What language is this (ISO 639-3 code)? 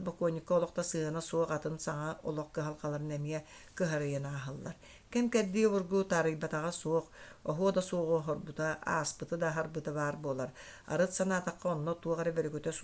sah